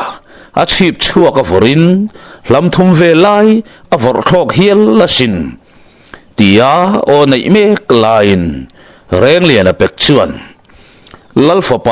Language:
Mizo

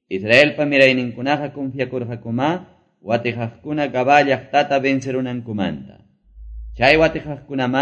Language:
Quechua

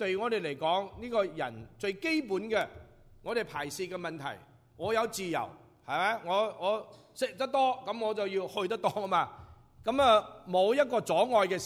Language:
Cantonese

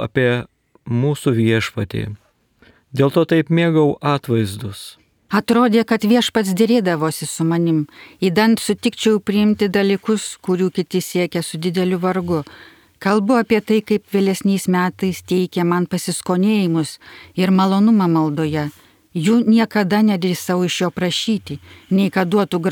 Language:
Lithuanian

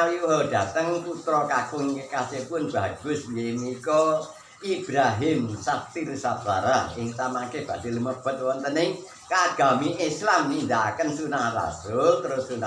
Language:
Javanese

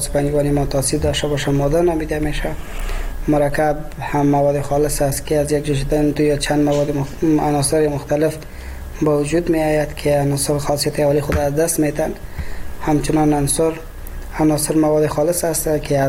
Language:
Persian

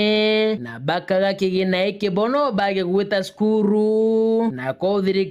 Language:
Meru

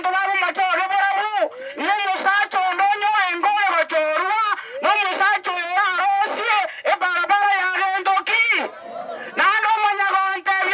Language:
Gusii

